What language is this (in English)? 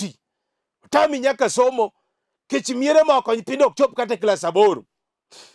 Luo (Kenya and Tanzania)